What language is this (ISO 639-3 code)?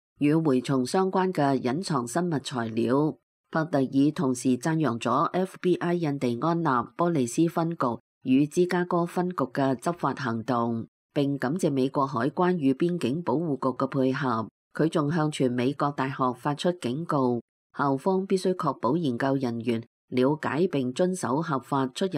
yue